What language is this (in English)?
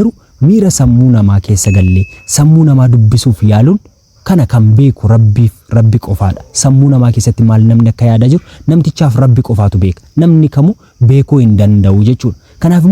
Oromo